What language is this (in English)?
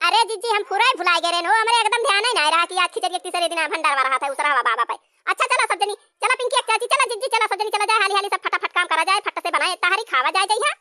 Awadhi